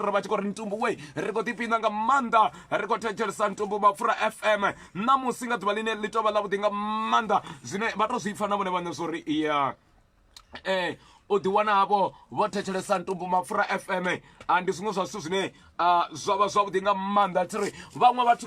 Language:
Venda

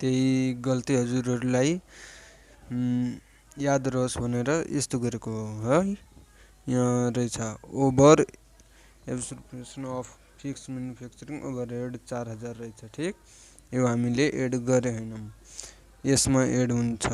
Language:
Nepali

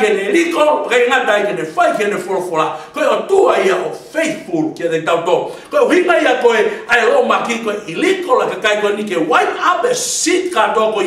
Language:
Tongan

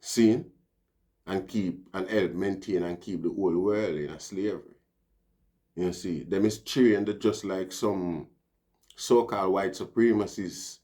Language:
Jamaican Creole English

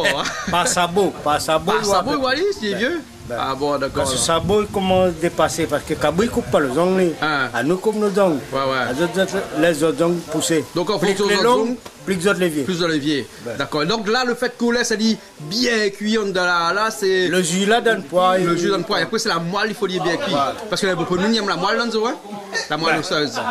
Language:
Réunion Creole French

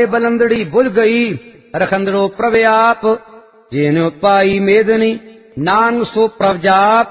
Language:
Punjabi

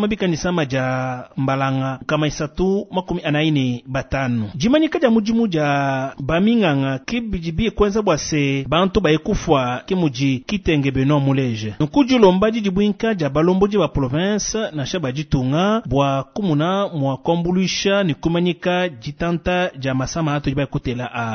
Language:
Luba-Lulua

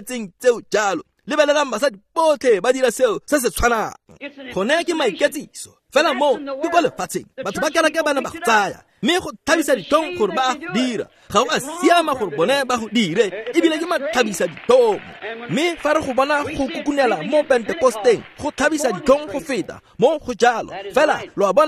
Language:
Tswana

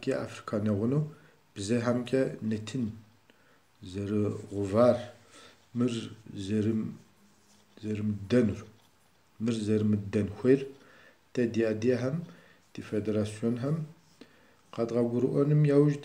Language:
Kabardian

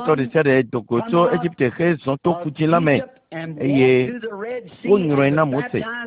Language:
Ewe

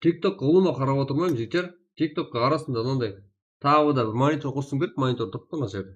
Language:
Kara-Kalpak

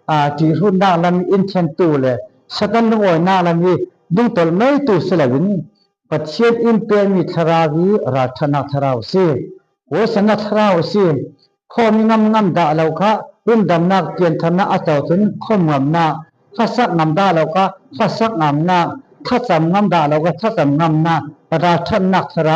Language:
Falam Chin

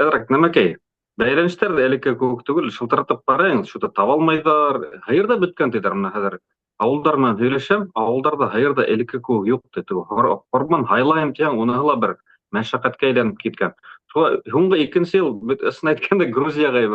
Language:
Bashkir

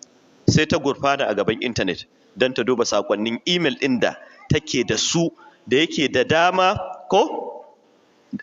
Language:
Hausa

